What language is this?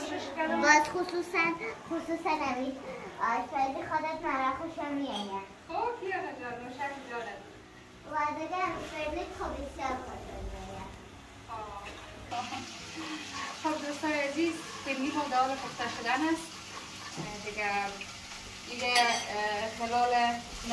Persian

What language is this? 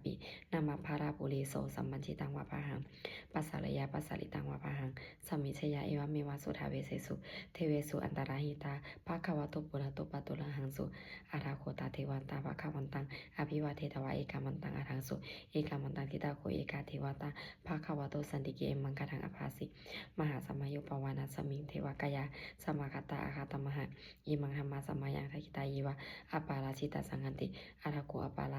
Pali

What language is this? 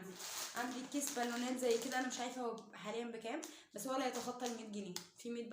Egyptian Arabic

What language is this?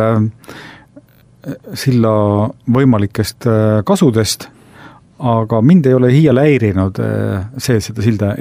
Estonian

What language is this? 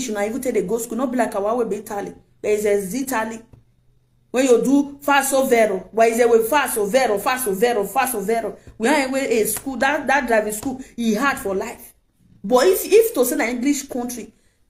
Nigerian Pidgin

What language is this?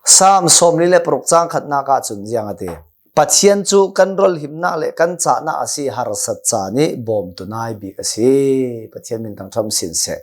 Hakha Chin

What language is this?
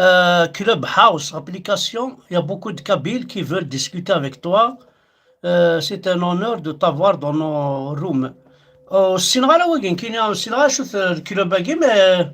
Kabyle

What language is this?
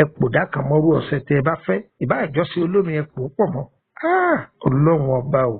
Yoruba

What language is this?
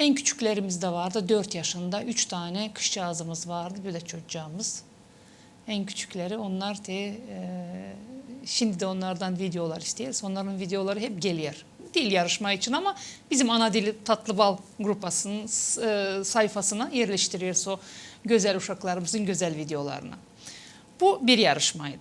Gagauz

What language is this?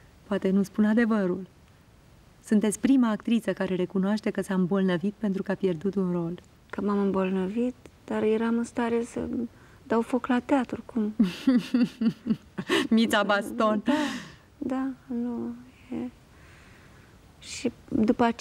Romanian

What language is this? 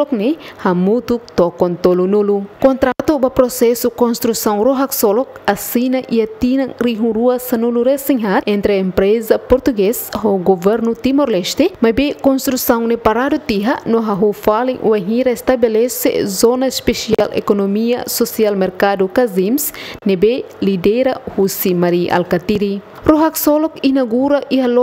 Tetum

